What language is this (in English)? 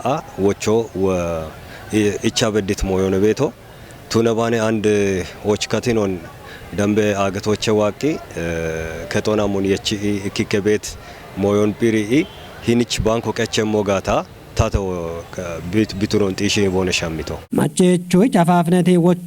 Kafa